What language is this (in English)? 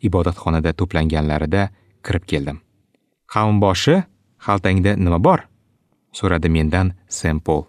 Uzbek